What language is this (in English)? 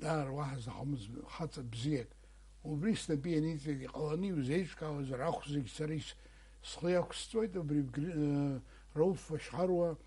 Abkhazian